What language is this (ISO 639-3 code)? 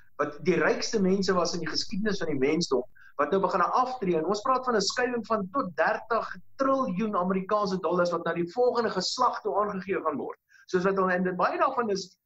afr